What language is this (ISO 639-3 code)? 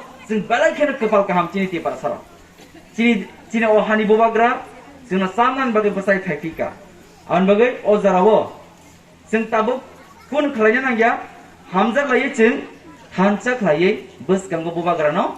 trp